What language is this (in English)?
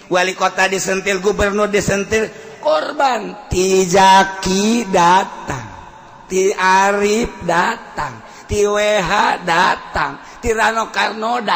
Sundanese